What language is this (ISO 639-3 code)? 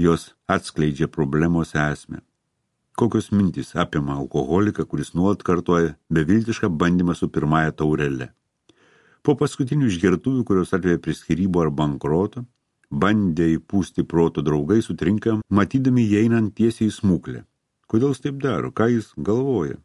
lit